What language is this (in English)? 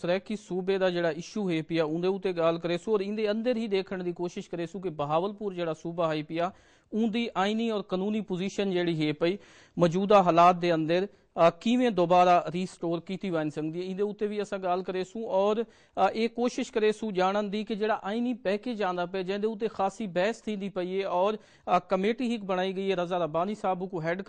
Saraiki